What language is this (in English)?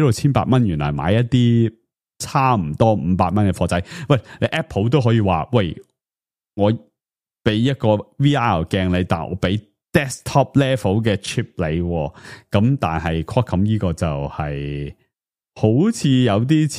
Cantonese